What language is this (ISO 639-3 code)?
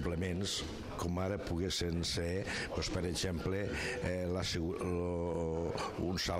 cat